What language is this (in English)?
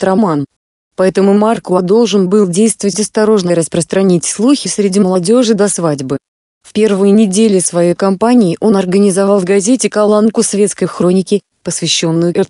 Russian